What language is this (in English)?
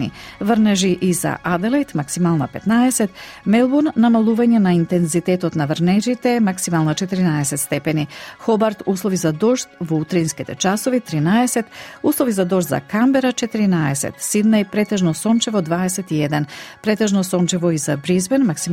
Macedonian